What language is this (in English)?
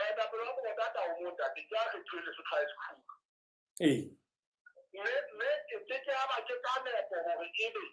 Southern Sotho